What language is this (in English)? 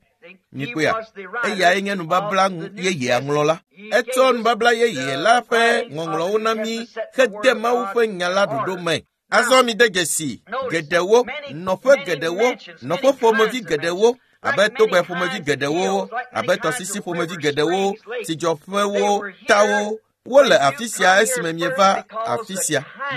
Ewe